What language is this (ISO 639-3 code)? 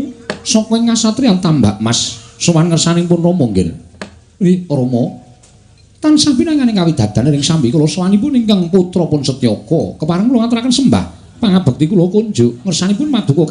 jav